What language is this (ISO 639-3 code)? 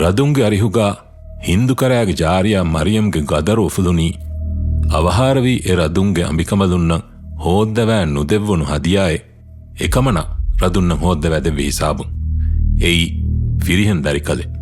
div